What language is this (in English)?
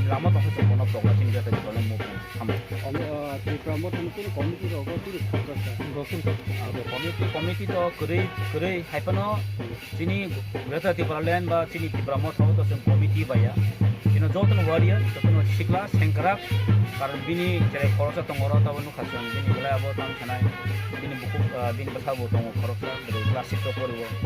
Kok Borok